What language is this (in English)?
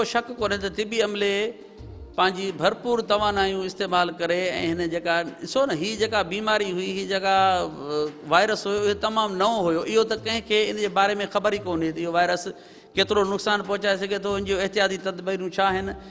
Sindhi